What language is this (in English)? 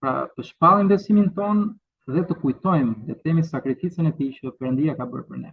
Albanian